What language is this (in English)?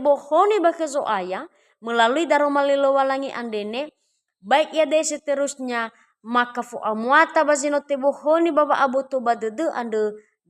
Nias